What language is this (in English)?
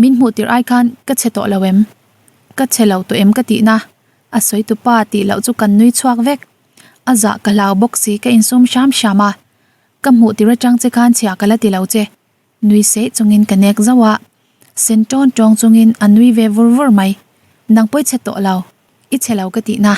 Mizo